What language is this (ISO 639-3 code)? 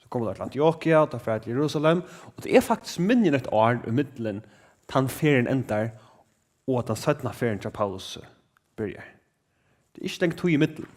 fao